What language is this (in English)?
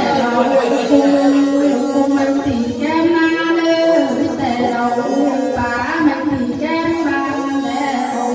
Vietnamese